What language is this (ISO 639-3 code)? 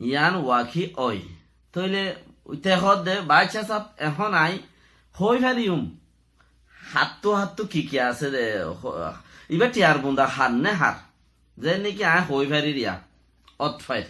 rhg